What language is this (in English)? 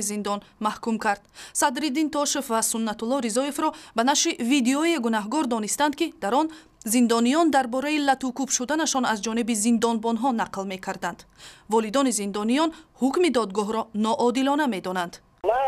Tajik